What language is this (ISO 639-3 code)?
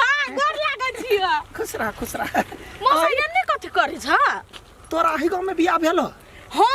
mai